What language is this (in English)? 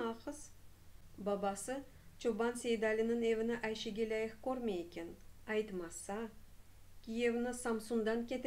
Crimean Tatar